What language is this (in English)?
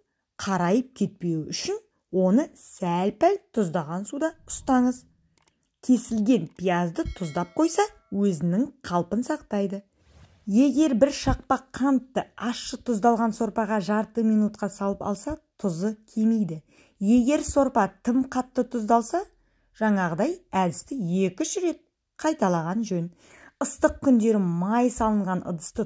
Kazakh